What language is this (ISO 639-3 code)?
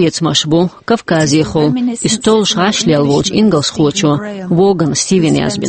che